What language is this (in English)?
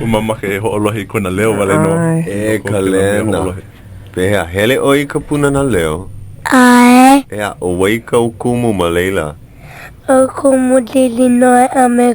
Hawaiian